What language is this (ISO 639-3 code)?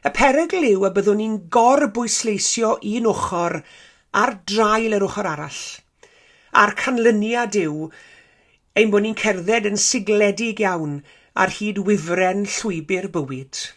cym